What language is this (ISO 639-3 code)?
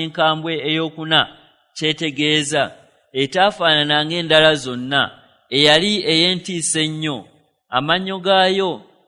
lug